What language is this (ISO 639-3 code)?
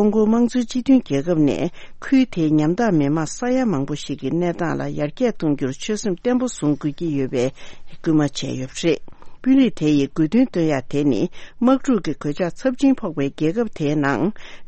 bod